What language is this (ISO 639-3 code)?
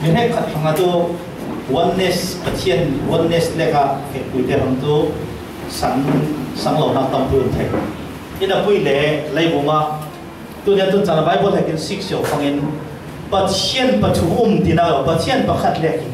cfm